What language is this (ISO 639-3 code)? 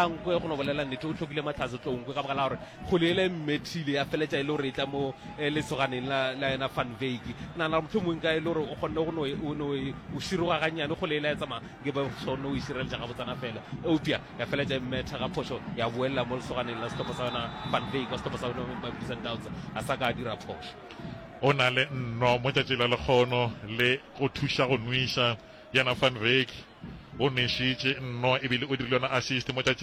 nso